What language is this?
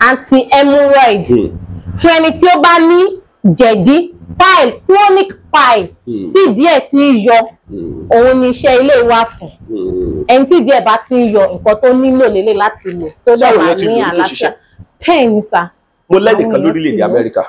Yoruba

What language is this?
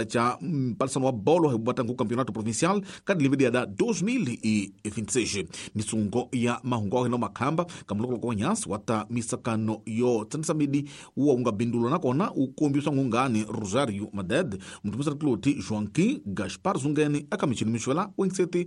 Tsonga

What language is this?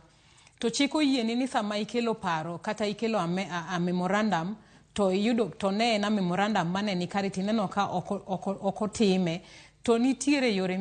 Luo (Kenya and Tanzania)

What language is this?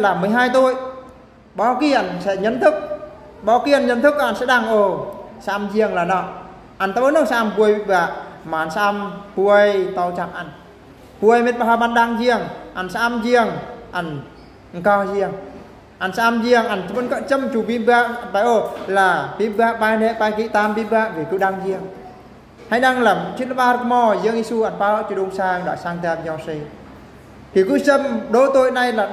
Eastern Bru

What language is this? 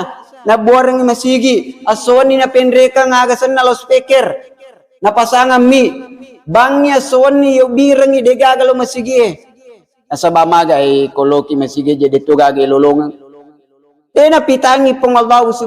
Buginese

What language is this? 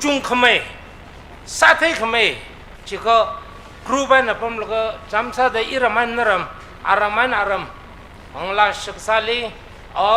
Tangkhul Naga (India)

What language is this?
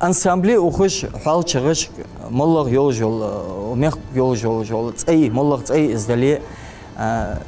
Ingush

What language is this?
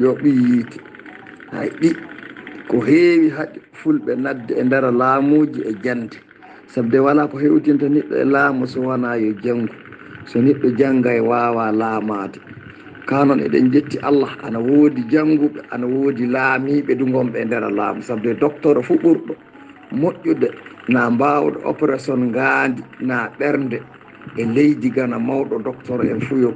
Fula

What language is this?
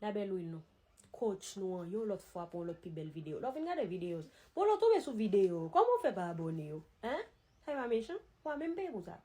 Haitian Creole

